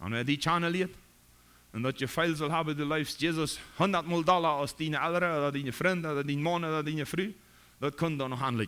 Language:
Plautdietsch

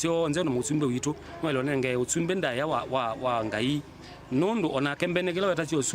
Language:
Kamba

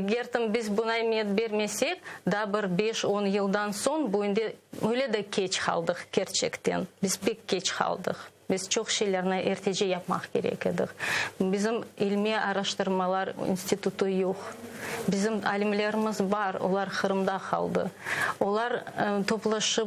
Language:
Crimean Tatar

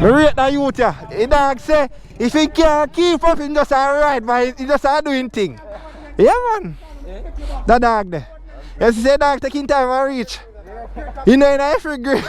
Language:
Jamaican Creole English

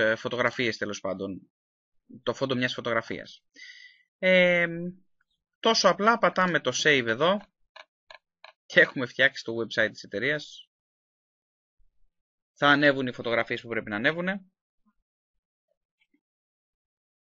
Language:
Greek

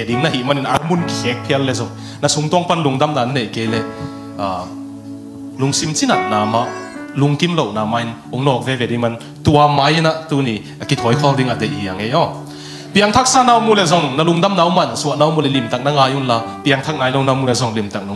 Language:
Tedim Chin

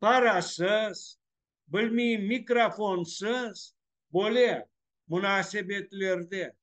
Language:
Crimean Tatar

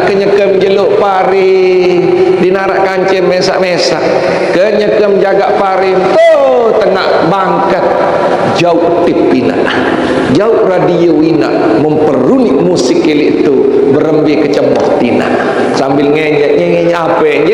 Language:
Sasak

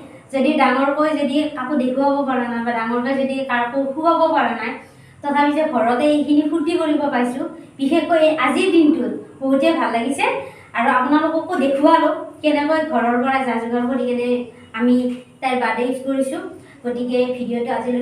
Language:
Assamese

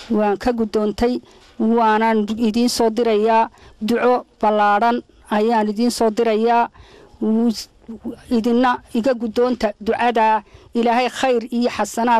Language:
Somali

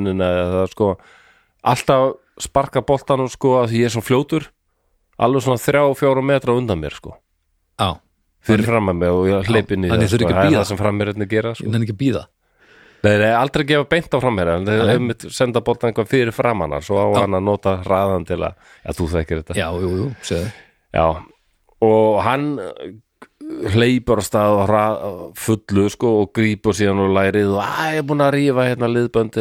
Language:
Icelandic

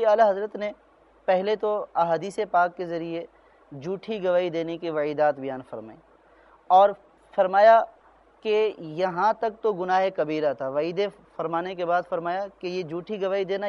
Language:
Urdu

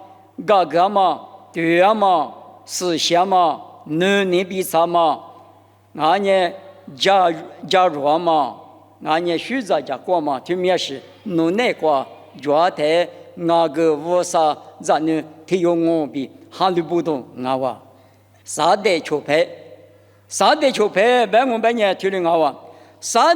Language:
Lisu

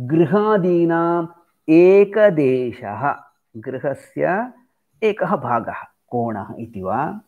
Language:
Sanskrit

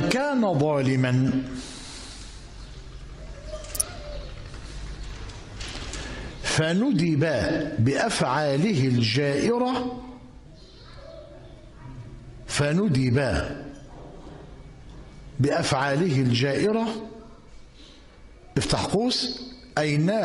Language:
Arabic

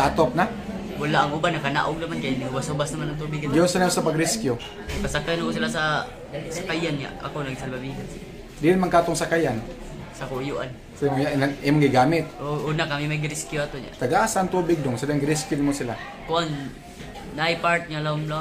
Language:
Cebuano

